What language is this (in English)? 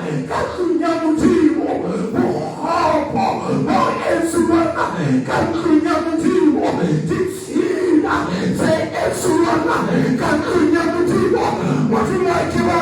Southern Sotho